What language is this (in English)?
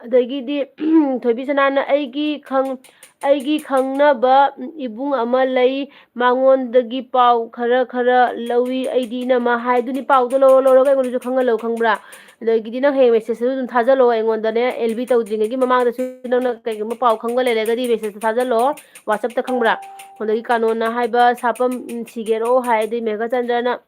Manipuri